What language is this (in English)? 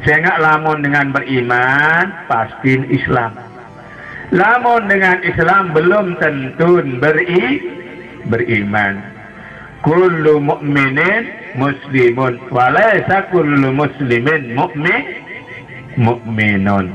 Sasak